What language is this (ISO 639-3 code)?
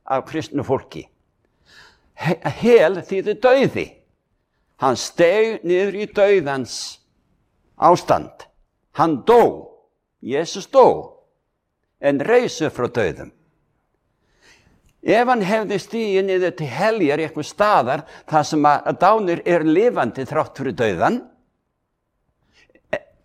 isl